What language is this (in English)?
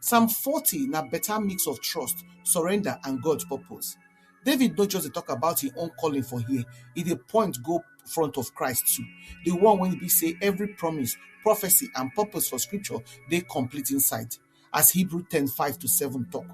Nigerian Pidgin